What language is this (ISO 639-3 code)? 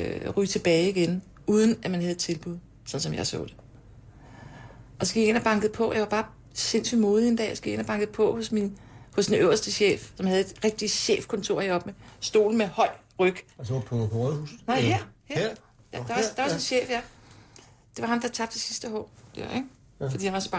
dan